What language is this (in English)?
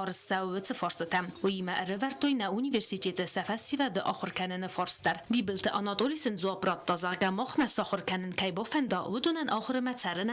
Ossetic